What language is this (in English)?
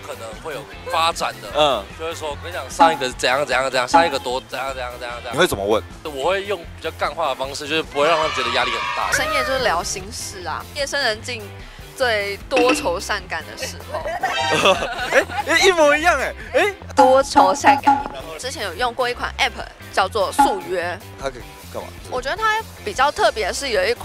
Chinese